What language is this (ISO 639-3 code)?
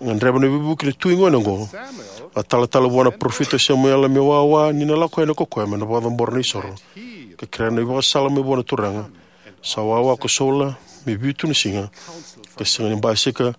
fij